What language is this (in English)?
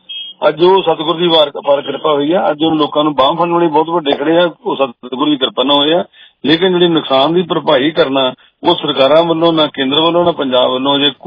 Punjabi